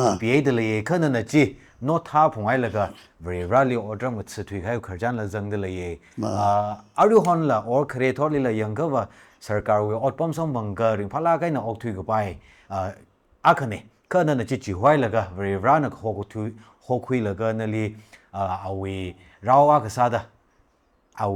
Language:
Tangkhul Naga (India)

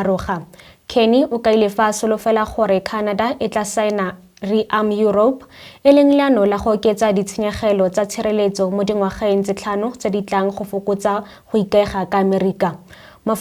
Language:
Tswana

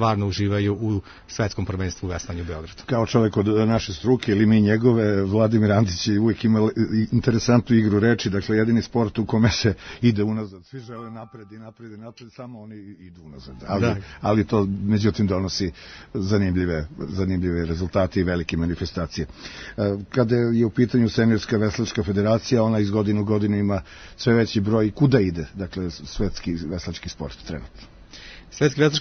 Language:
Serbian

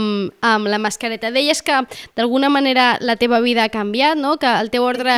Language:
Catalan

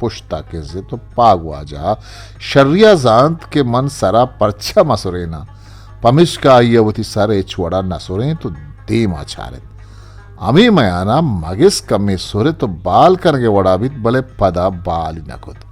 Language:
Eastern Balochi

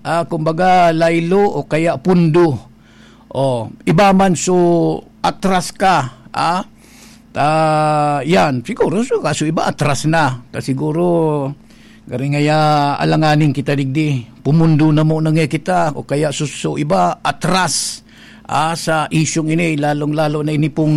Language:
Bikol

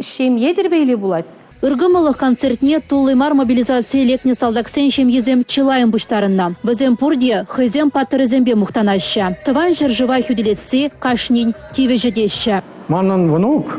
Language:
Chuvash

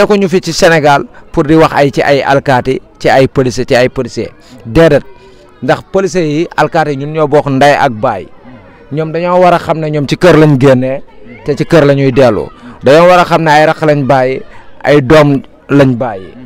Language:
Wolof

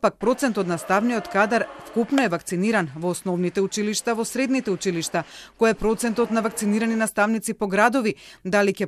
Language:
Macedonian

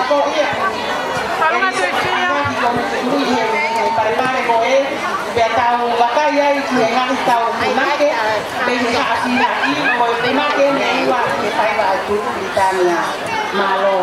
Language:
Tongan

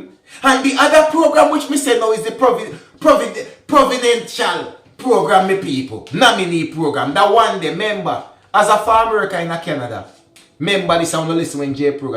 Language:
Jamaican Creole English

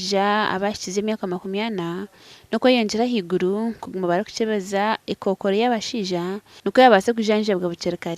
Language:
Nyankole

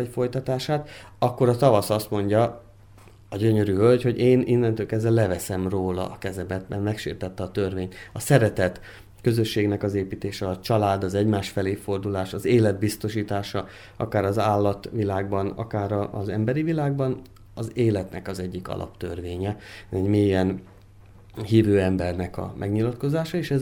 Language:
Hungarian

